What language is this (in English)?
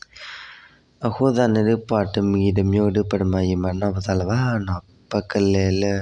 S'gaw Karen